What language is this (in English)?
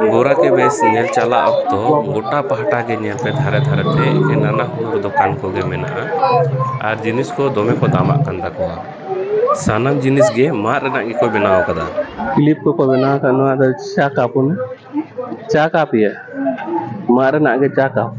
Santali